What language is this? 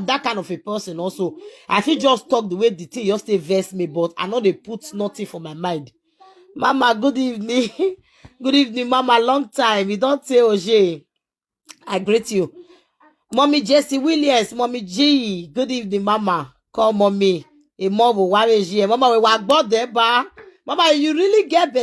Nigerian Pidgin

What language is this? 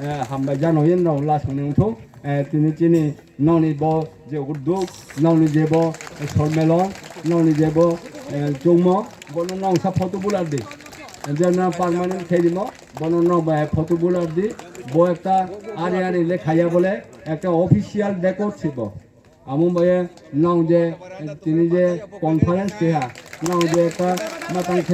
Riang (India)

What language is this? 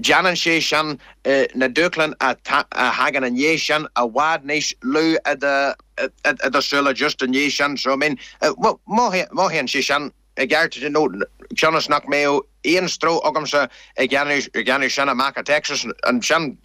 Irish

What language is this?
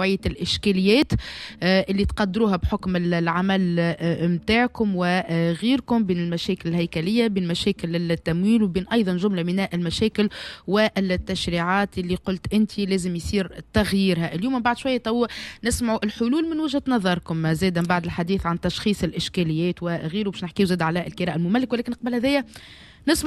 Tunisian Arabic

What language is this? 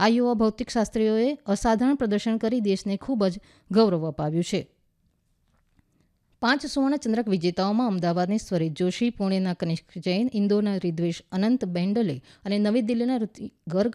Gujarati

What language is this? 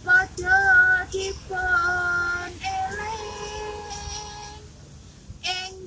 Javanese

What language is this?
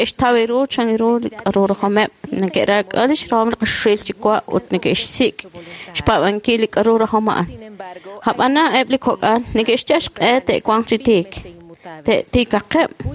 Kekchí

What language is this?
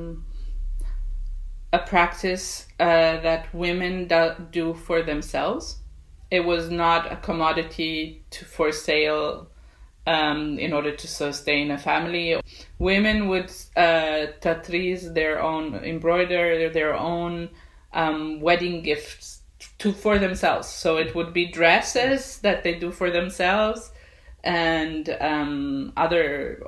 English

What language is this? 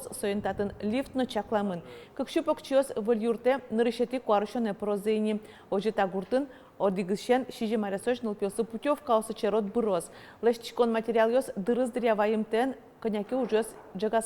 Udmurt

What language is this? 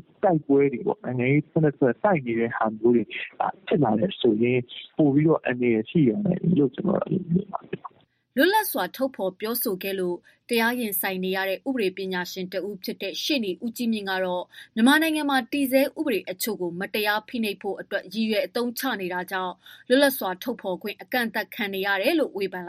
Burmese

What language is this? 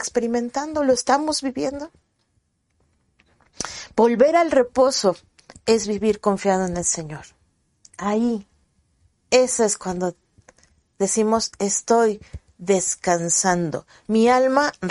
Spanish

